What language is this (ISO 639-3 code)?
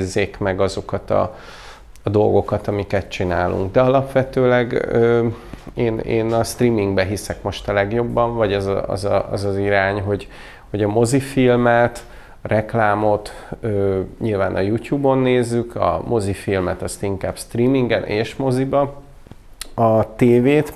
hun